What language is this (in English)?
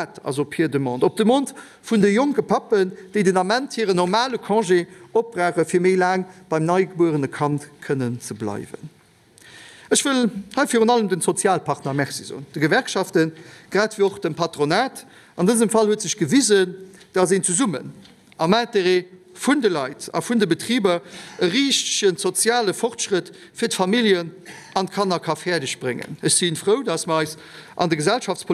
Luxembourgish